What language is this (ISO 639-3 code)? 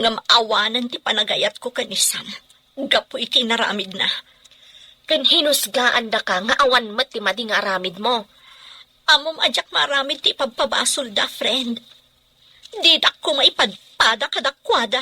ilo